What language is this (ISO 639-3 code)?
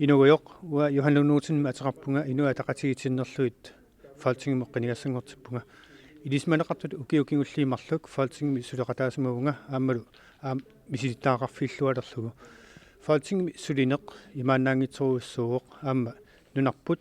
kal